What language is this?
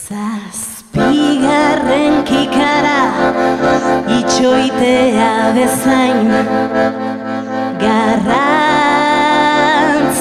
Basque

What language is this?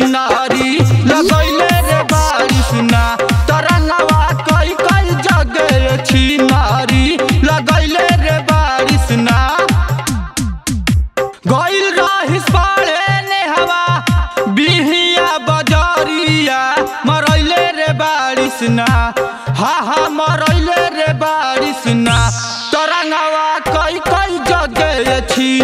Bhojpuri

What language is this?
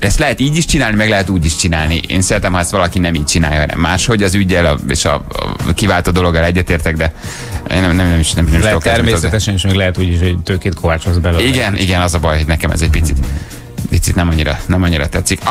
Hungarian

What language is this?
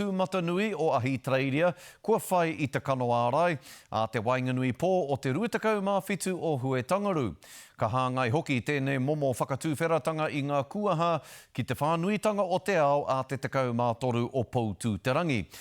Māori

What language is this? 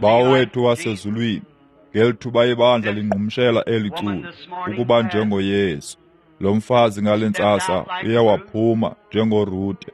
Xhosa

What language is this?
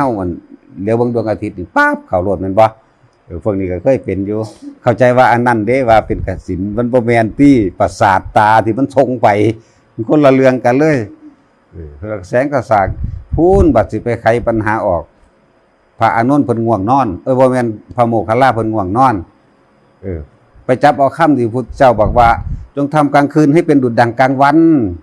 Northeastern Thai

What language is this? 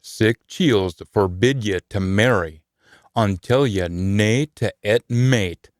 Scots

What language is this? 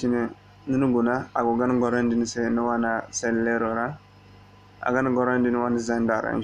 Zarma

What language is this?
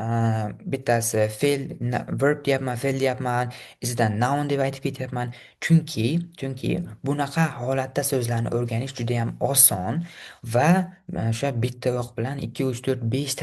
Uzbek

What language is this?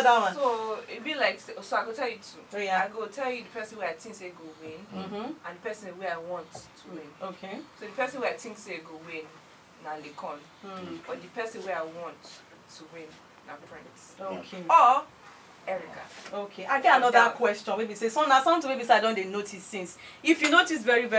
Nigerian Pidgin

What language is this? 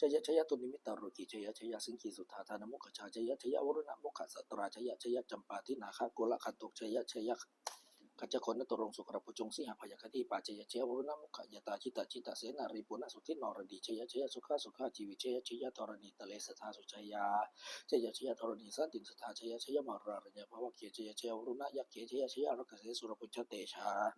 Pali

